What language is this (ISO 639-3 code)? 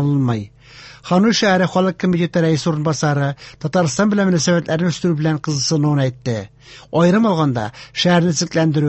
tat